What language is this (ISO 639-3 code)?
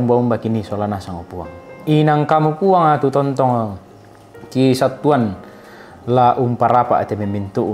sda